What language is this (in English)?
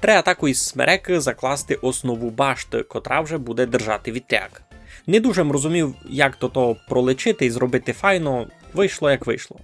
Rusyn